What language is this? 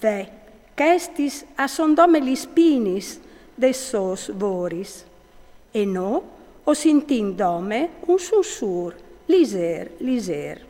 Friulian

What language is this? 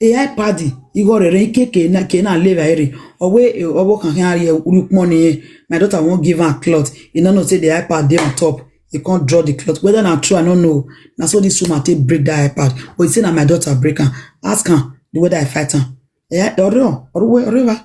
Nigerian Pidgin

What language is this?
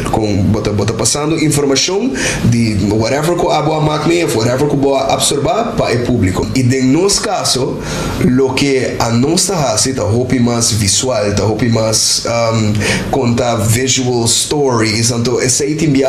Papiamento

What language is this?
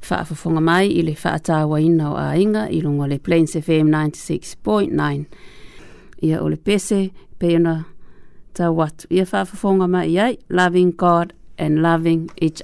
Samoan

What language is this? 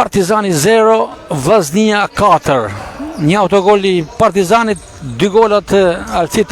Albanian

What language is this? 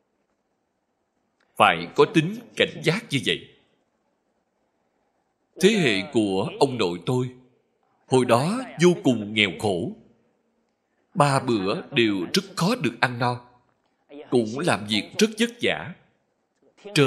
Vietnamese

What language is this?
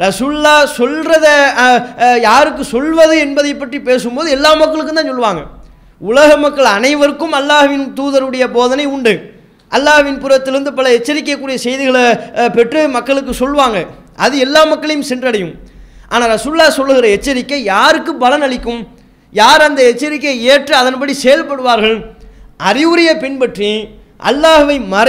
Tamil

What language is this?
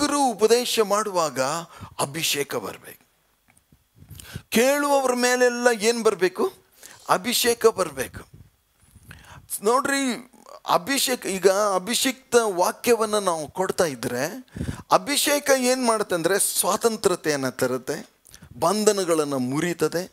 Kannada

